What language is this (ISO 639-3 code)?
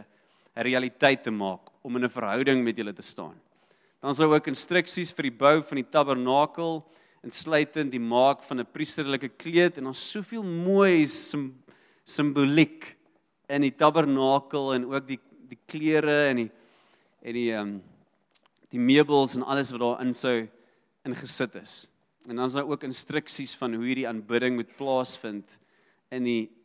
afr